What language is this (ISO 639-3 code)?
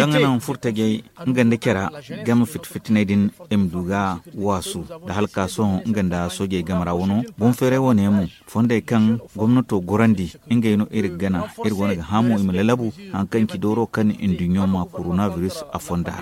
dje